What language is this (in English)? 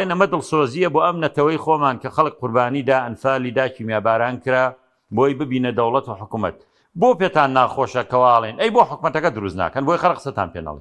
Central Kurdish